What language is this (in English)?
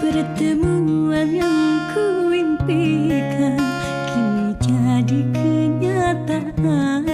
Banjar